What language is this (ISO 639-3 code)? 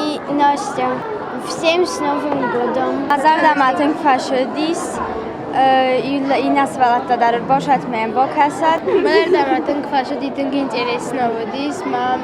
oss